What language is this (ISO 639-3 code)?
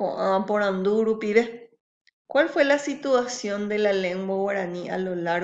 grn